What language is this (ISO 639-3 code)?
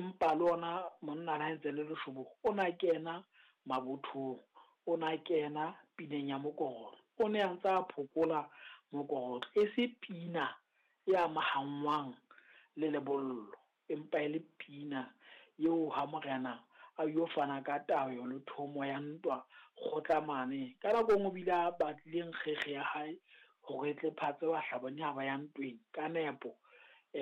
sot